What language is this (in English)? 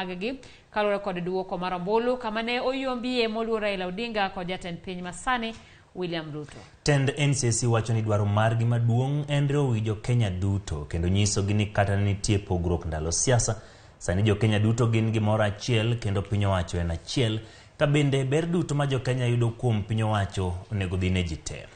Luo (Kenya and Tanzania)